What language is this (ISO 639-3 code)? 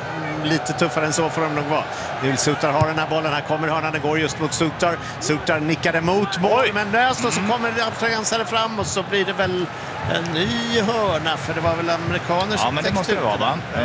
swe